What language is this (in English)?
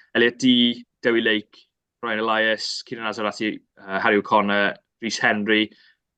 Welsh